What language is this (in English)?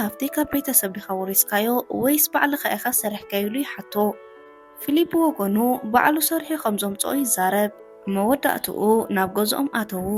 Tigrinya